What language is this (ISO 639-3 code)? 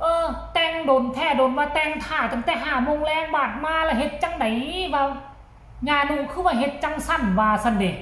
tts